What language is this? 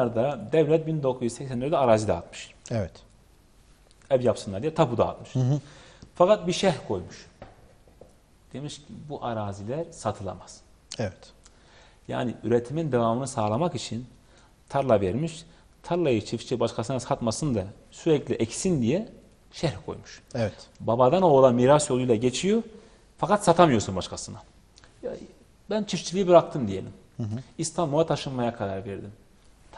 Turkish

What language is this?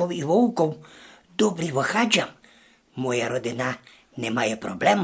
Rusyn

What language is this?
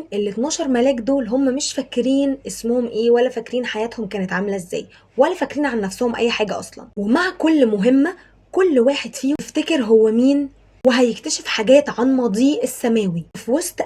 Egyptian Arabic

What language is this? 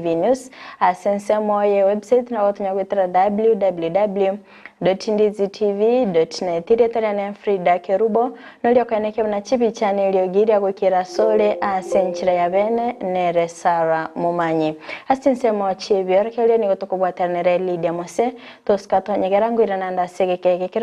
Gusii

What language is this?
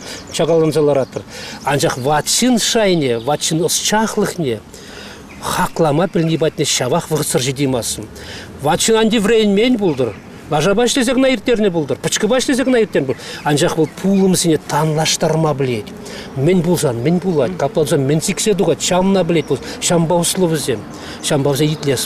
Chuvash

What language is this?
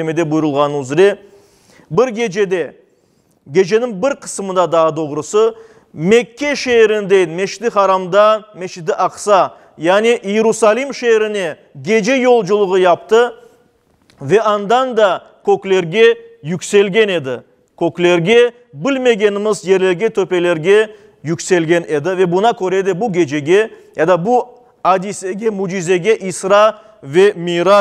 Crimean Tatar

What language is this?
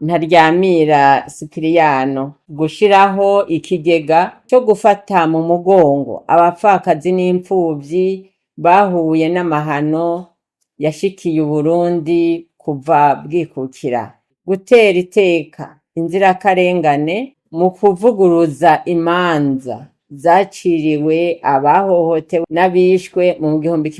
Rundi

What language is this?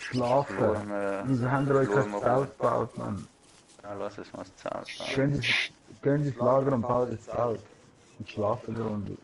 Swiss German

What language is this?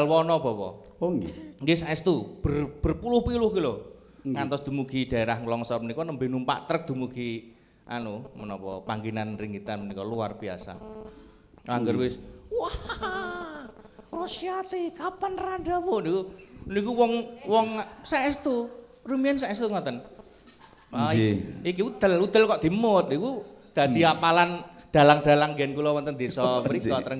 Javanese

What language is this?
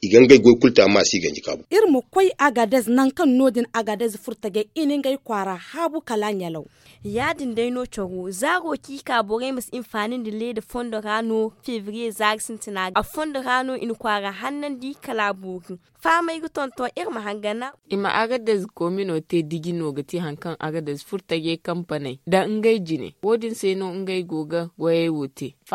Zarma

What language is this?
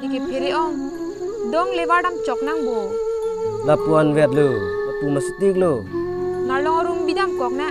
Karbi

